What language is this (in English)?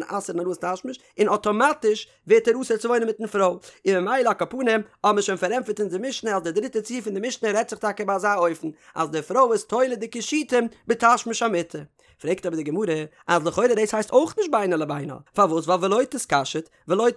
Yiddish